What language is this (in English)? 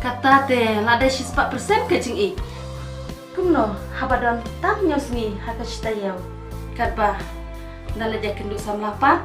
Khasi